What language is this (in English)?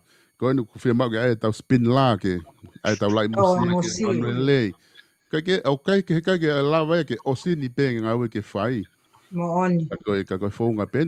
Tongan